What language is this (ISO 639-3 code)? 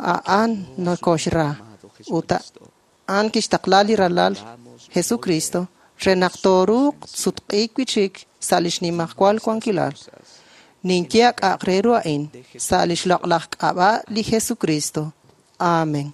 kek